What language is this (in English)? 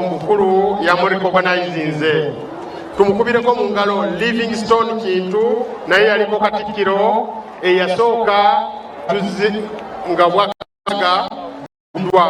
Ganda